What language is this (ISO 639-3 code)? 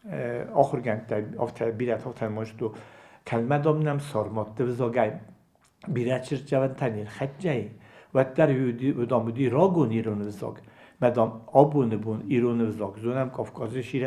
oss